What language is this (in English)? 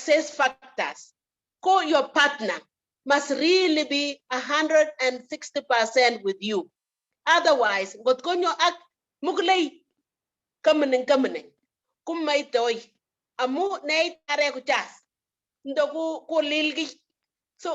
Kalenjin